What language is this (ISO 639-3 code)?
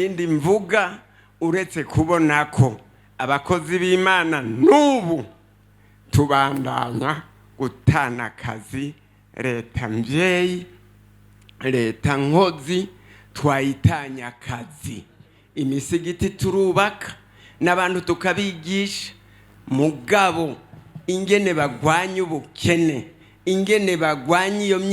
run